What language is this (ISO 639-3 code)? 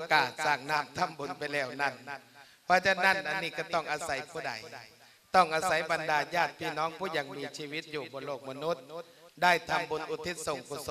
lao